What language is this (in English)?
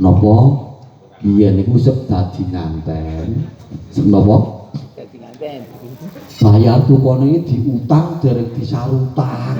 Javanese